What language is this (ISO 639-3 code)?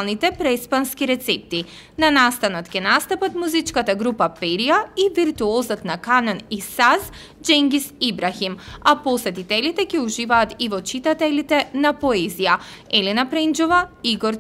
mkd